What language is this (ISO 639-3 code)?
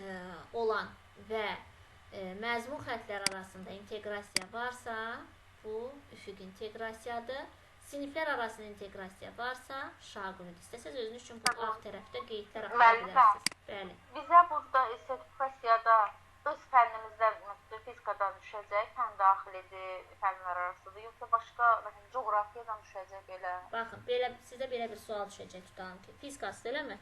aze